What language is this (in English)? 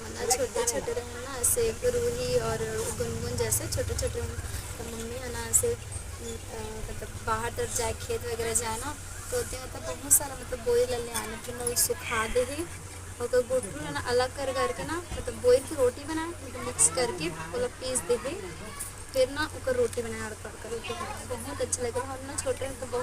Chhattisgarhi